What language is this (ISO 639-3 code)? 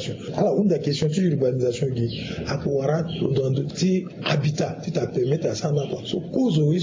sag